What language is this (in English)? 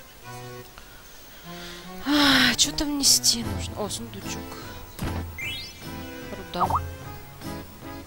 Russian